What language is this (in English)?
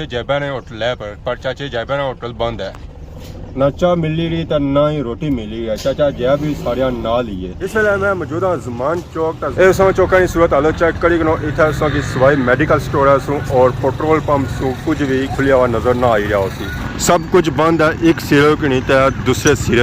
Pahari-Potwari